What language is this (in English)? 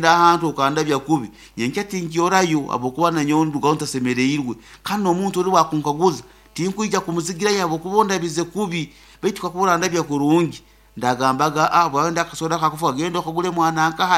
Nyoro